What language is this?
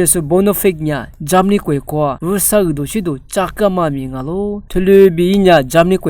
Lisu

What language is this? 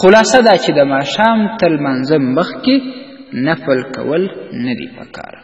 Pashto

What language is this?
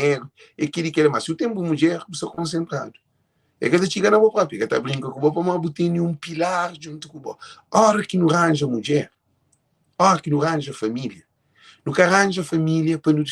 Kabuverdianu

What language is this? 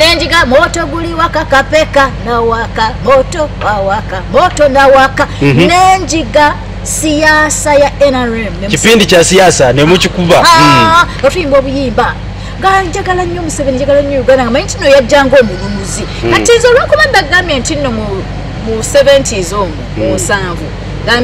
Ganda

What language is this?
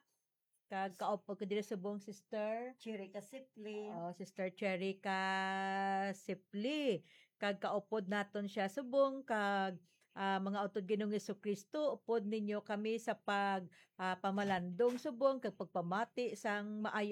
Hiligaynon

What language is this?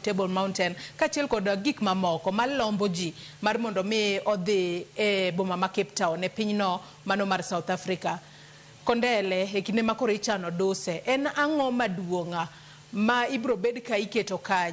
Luo (Kenya and Tanzania)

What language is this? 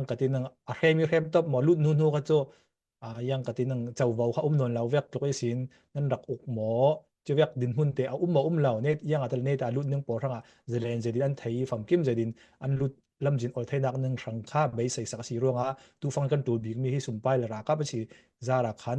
Falam Chin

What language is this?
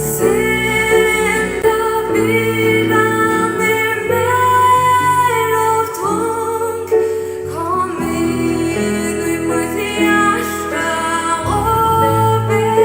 Faroese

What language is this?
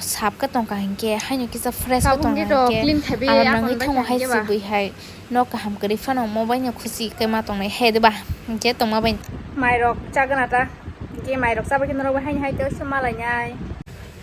Kok Borok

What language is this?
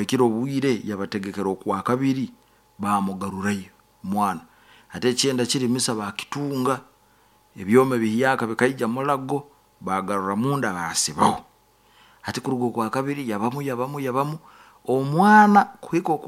Nyoro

